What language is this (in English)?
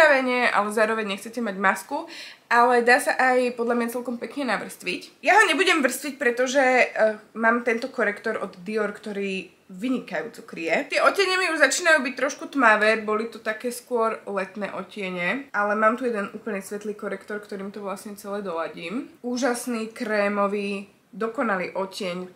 Slovak